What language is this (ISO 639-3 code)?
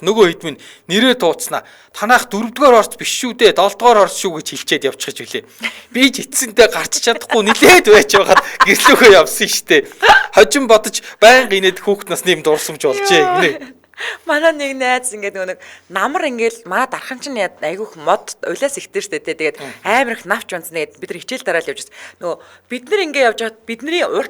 mon